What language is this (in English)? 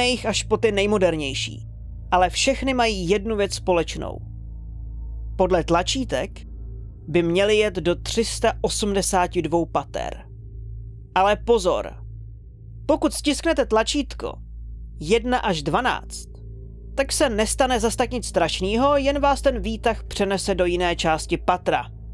Czech